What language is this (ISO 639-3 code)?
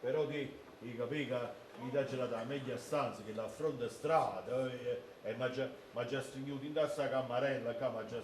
nap